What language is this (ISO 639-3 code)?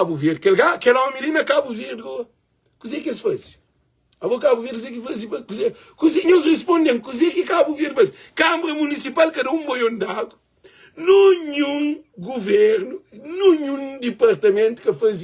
kea